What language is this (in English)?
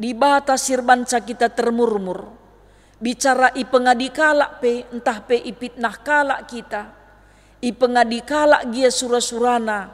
Batak Karo